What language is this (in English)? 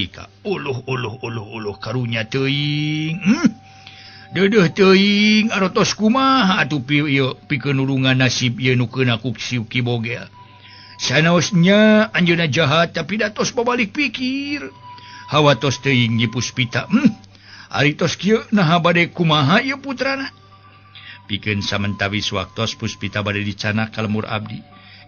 Sundanese